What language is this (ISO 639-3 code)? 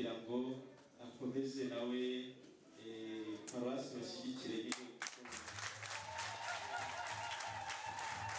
kin